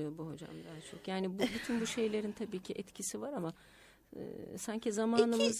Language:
Turkish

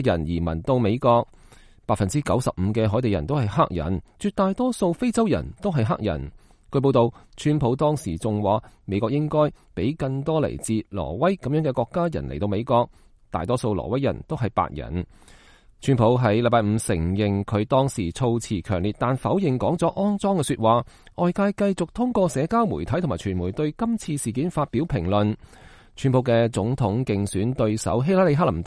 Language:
Cantonese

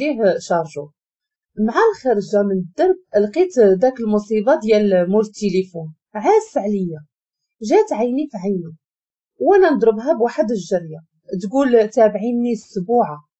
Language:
Moroccan Arabic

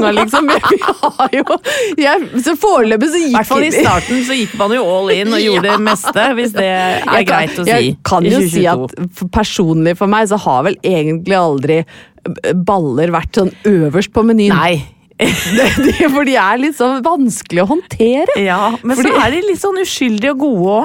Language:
Norwegian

